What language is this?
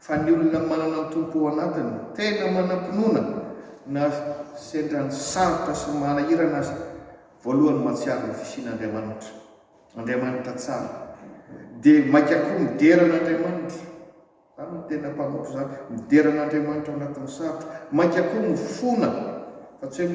Malagasy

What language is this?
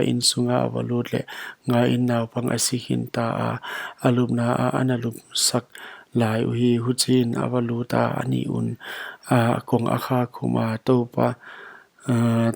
Paite Chin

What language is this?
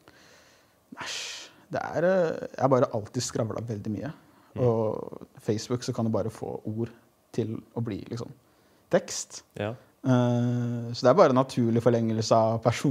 Norwegian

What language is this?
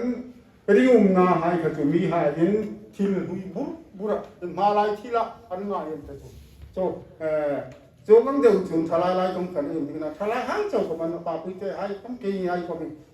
Hmar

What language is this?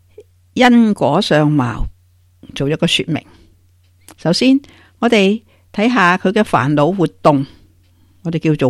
Cantonese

